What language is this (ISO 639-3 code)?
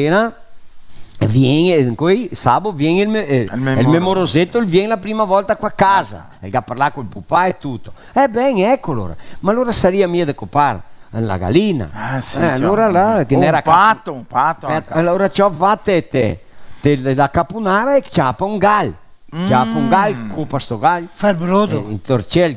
vec